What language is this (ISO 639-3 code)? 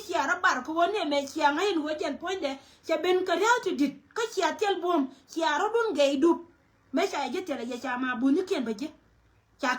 nus